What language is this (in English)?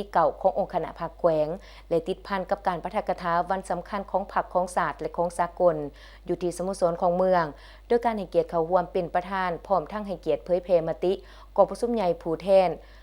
Lao